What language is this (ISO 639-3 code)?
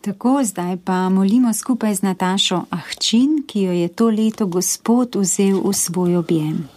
slv